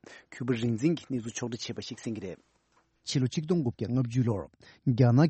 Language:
Tibetan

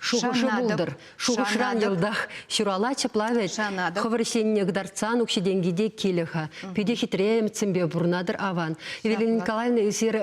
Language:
Chuvash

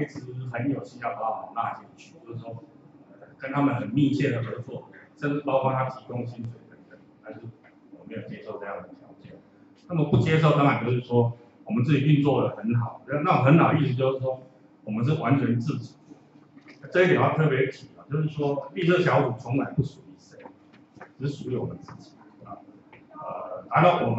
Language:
Chinese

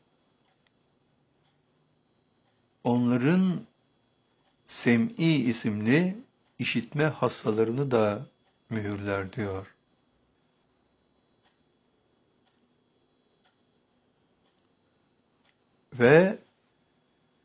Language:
Turkish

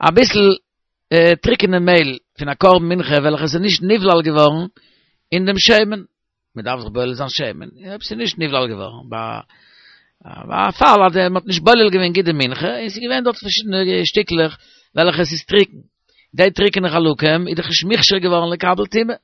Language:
Yiddish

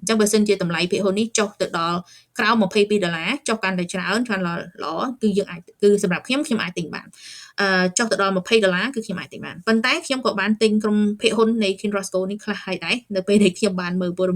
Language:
Khmer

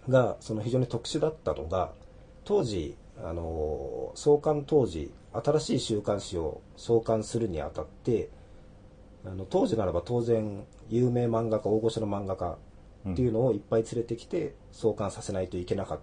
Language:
Japanese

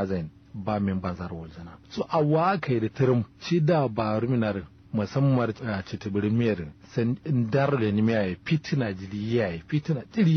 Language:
Kanuri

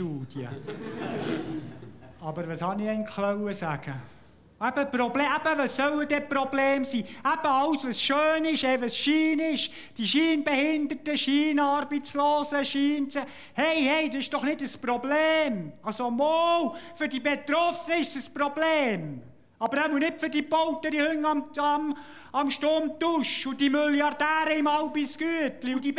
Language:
Swiss German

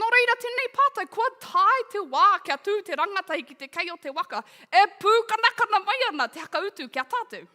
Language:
Māori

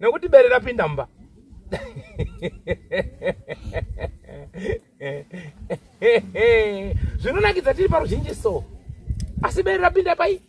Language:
Shona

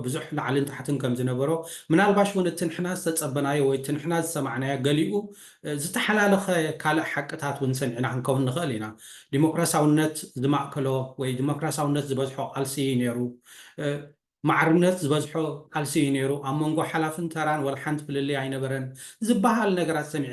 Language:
Tigrinya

